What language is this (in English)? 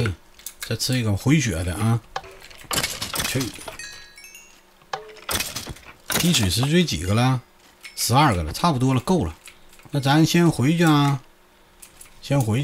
Chinese